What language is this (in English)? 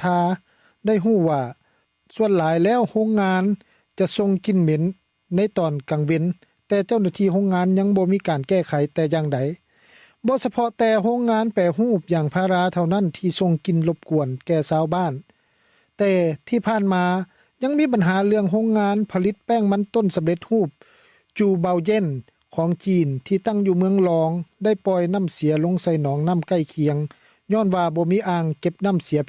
Lao